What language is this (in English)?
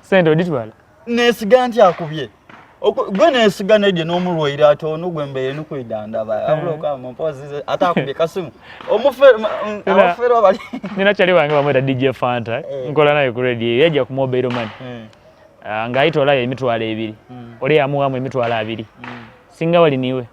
Soga